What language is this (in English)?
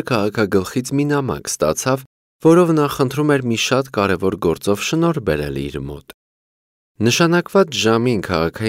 Armenian